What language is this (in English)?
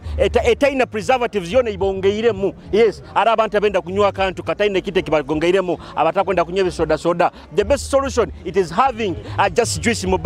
Nyoro